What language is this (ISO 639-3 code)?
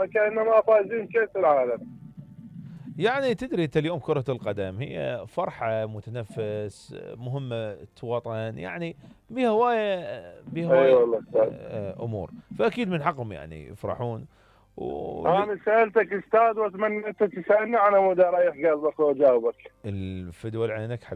acm